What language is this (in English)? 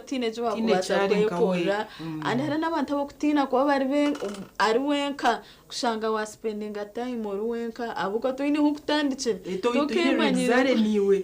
Nyankole